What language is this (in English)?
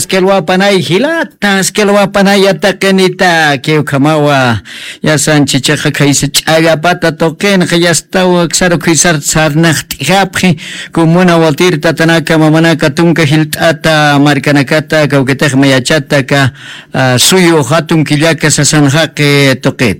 Aymara